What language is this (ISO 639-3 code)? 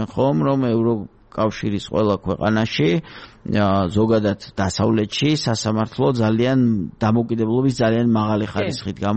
kat